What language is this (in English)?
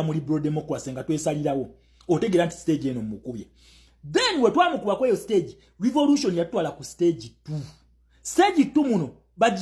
Ganda